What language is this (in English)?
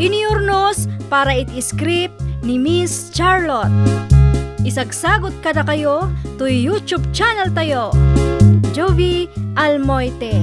Iloko